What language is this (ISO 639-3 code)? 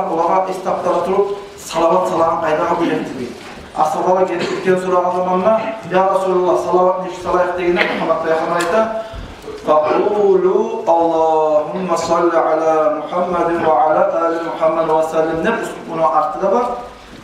kum